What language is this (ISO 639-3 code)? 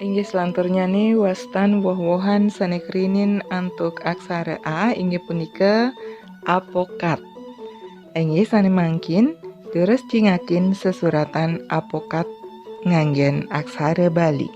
ban